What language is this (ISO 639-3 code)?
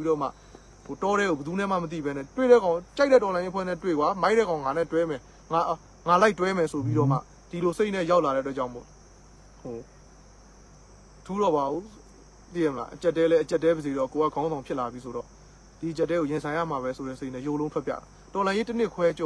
mya